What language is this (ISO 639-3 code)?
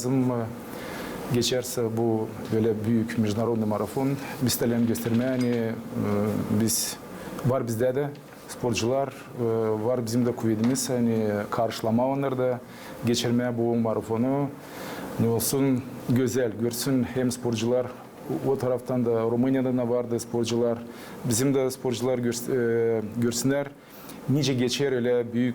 gag